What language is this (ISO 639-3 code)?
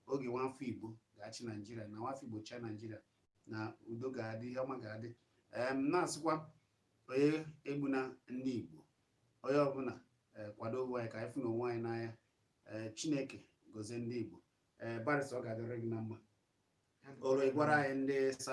ibo